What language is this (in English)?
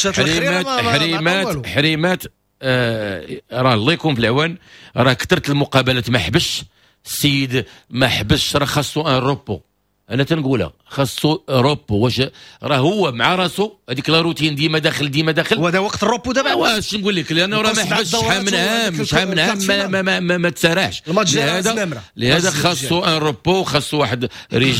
Moroccan Arabic